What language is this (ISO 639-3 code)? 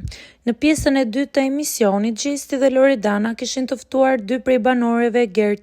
sqi